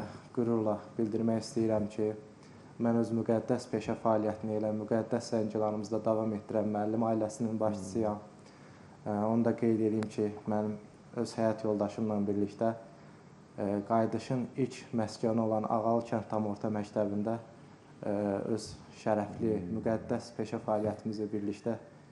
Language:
Azerbaijani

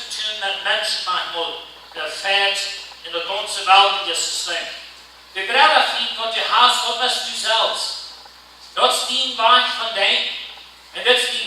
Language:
Plautdietsch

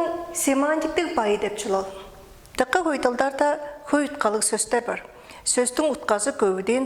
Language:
Tuvinian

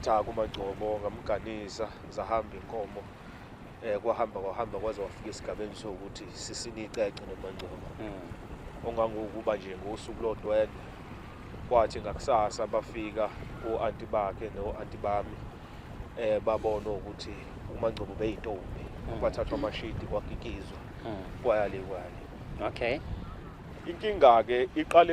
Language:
Zulu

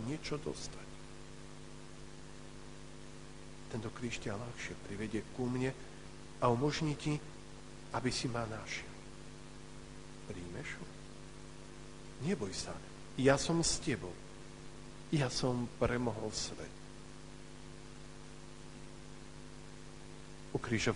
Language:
Slovak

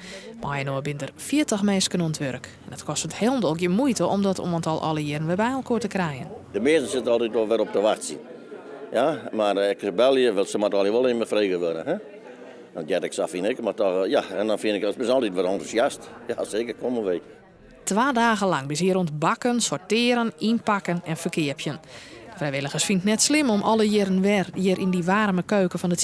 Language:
Western Frisian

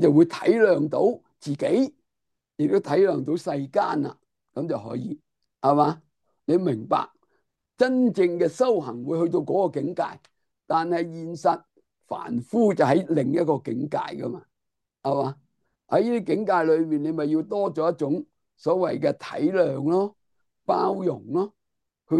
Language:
Cantonese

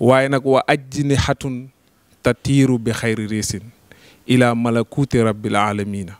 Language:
Wolof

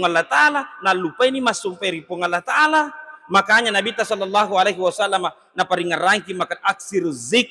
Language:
Buginese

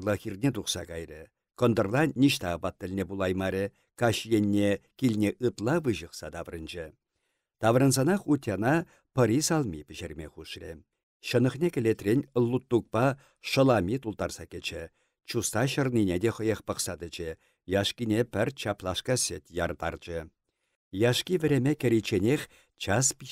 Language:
Chuvash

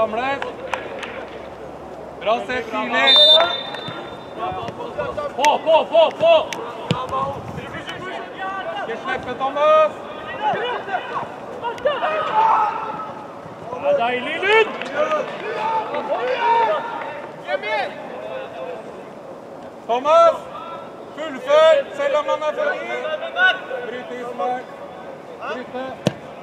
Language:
Norwegian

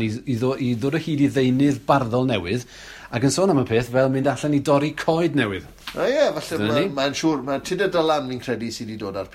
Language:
Welsh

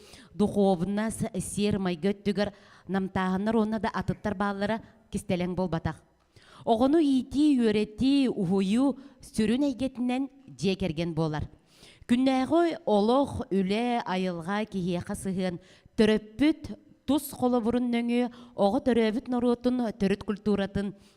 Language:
Yakut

